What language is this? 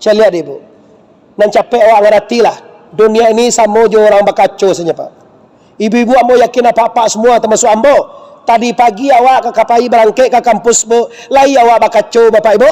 Minangkabau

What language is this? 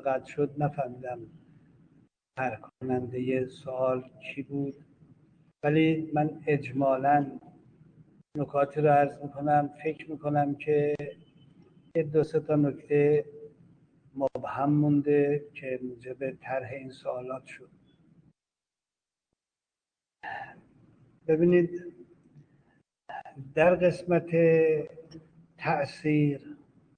Persian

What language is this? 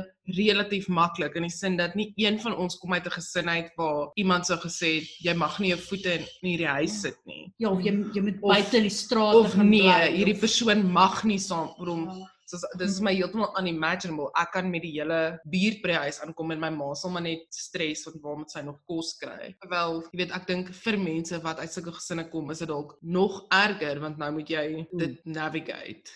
Afrikaans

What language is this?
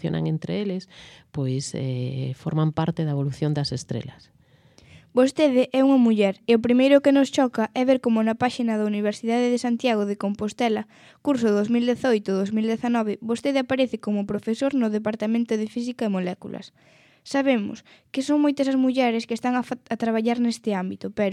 Galician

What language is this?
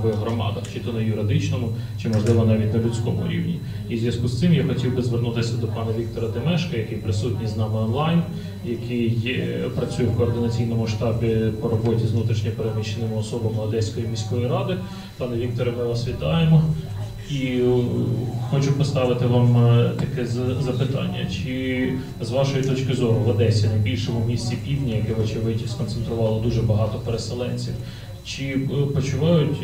Ukrainian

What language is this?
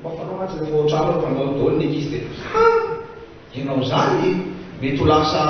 Malagasy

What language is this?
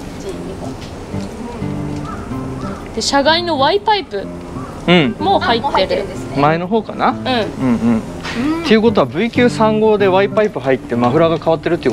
Japanese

